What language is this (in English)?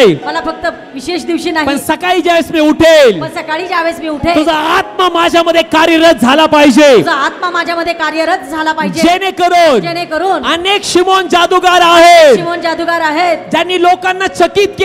Marathi